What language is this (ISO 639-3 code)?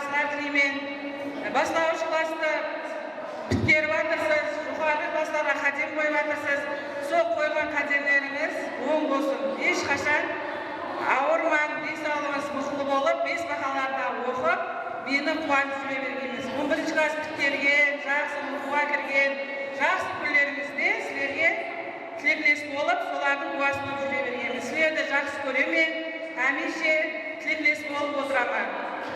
kaa